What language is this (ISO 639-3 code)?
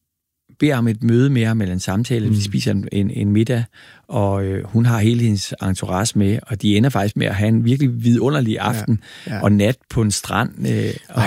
dan